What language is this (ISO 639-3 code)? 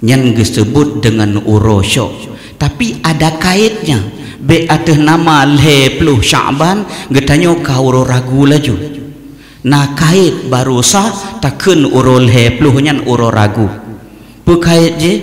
ace